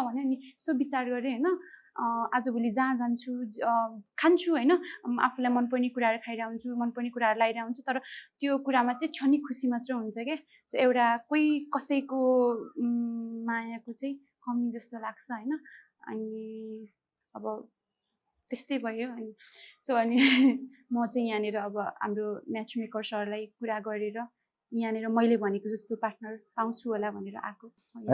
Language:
Nepali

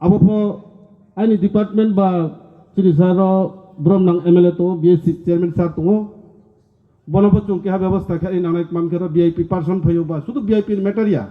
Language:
Riang (India)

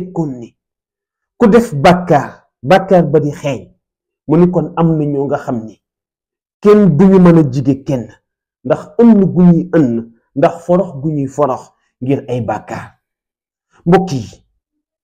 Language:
Wolof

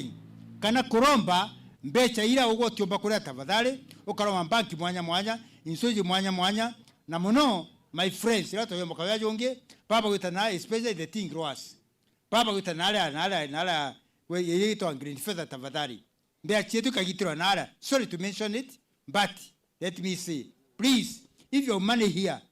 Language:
Meru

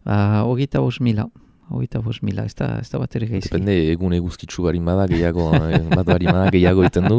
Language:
Basque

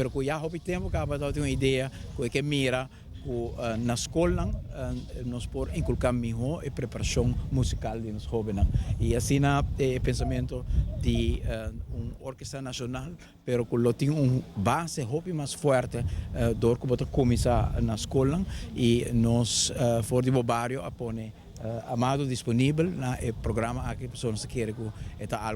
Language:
Papiamento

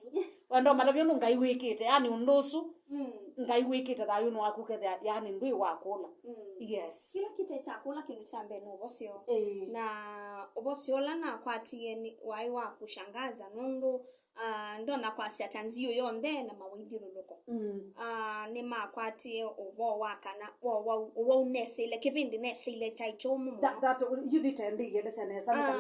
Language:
Kamba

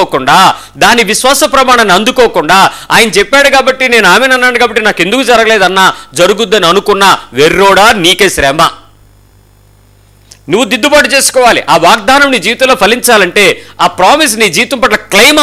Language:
Telugu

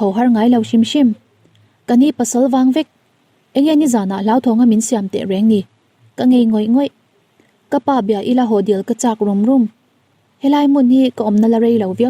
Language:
Mizo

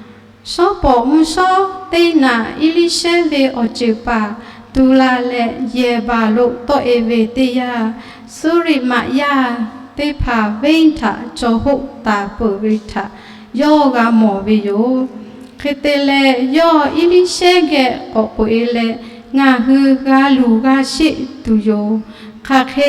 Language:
Lahu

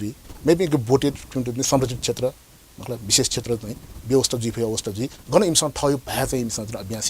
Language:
Newari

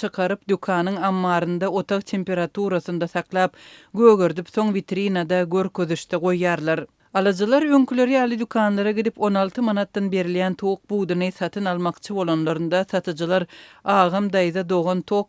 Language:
Turkmen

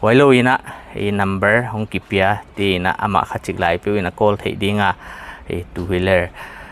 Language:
Paite Chin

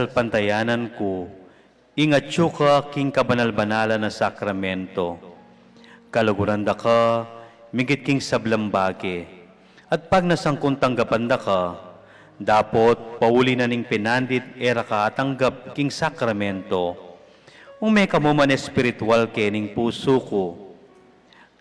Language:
Pampanga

